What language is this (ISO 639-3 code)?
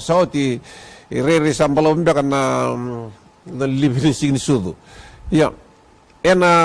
fij